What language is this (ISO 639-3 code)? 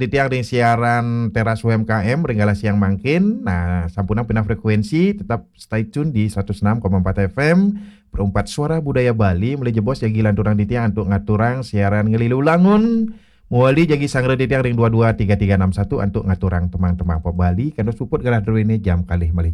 ban